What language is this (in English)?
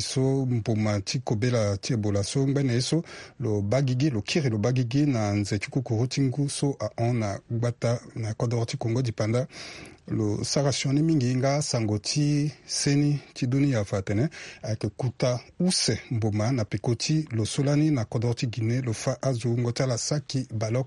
Sango